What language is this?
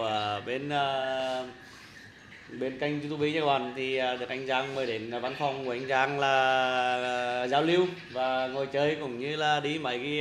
Vietnamese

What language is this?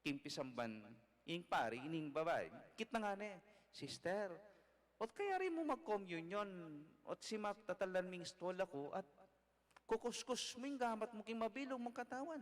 Pampanga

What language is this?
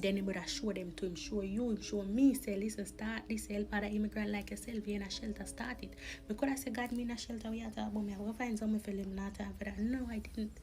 Jamaican Creole English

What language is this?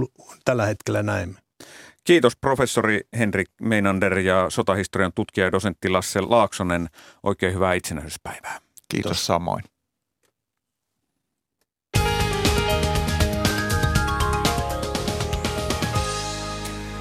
Finnish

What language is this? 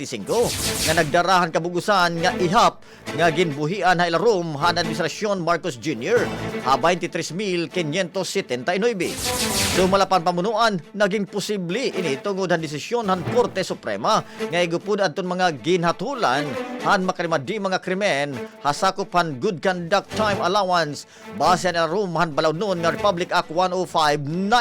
Waray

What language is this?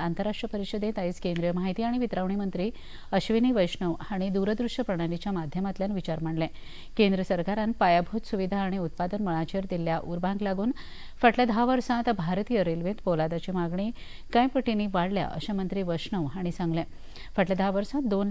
Konkani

